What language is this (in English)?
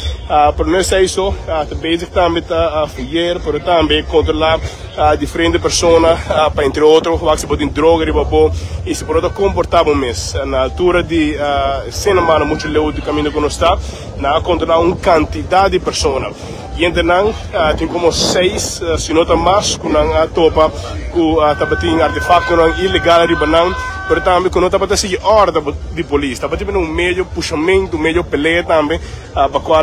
Papiamento